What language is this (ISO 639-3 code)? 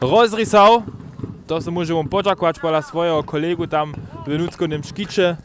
hsb